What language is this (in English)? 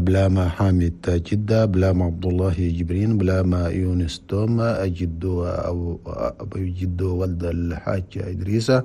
Chadian Arabic